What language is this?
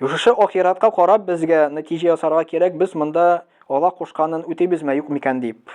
Tatar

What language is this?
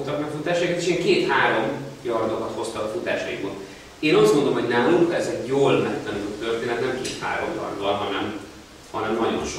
Hungarian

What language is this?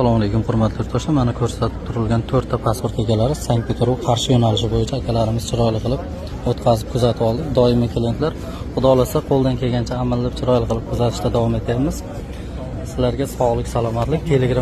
Uzbek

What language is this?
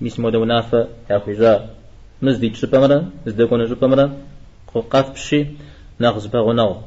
Kabardian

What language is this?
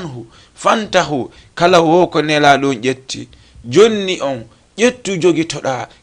Fula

